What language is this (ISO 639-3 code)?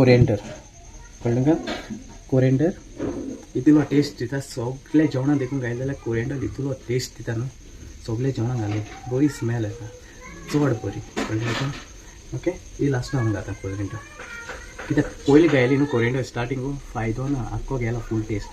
kok